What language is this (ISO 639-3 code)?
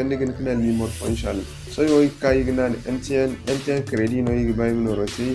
dje